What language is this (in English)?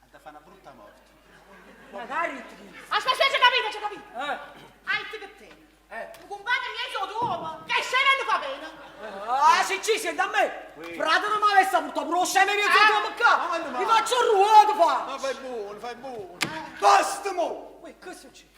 Neapolitan